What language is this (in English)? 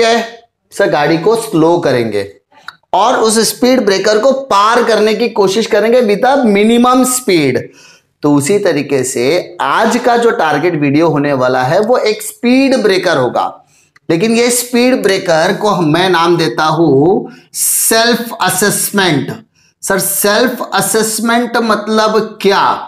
Hindi